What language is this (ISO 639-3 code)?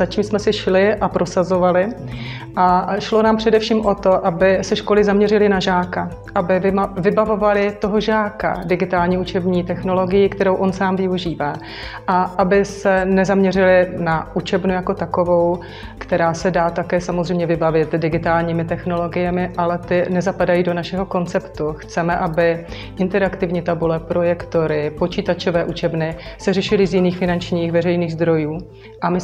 ces